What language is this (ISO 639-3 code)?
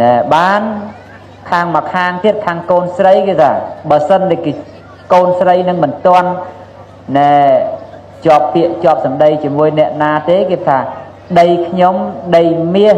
khm